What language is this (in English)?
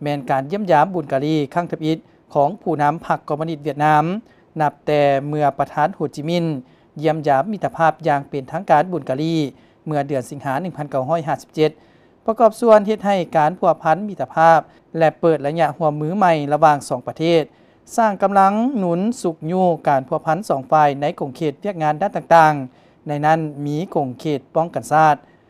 Lao